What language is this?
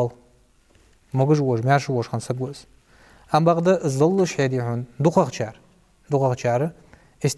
Ingush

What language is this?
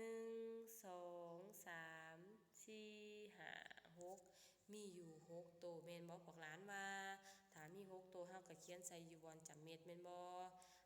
Lao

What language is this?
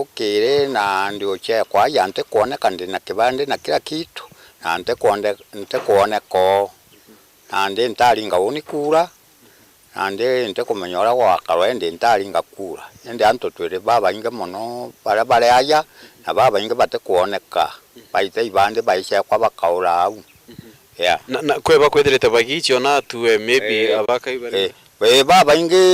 Meru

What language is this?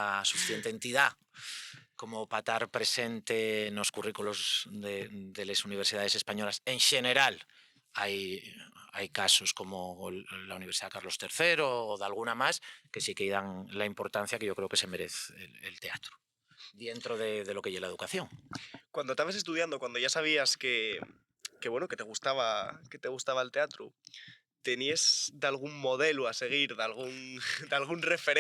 Asturian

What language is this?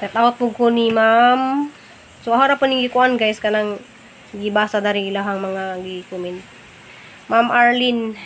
Cebuano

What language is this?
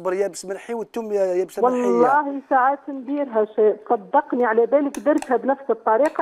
Algerian Arabic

